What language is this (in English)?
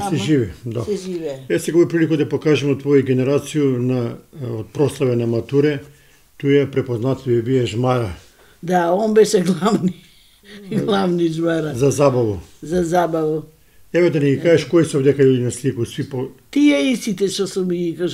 Macedonian